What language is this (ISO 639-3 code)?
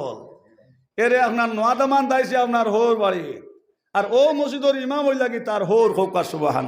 syl